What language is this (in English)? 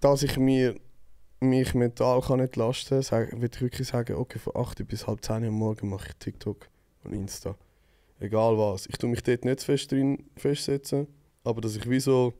Swiss German